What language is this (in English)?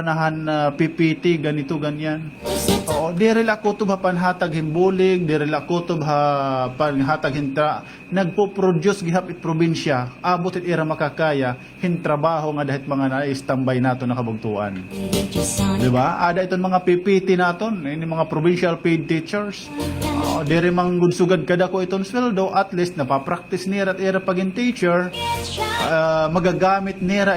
Waray